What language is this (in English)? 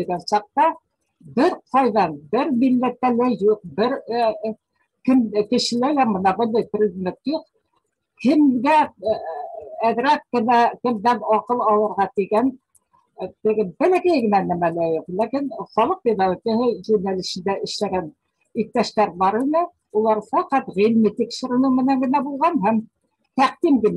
Bashkir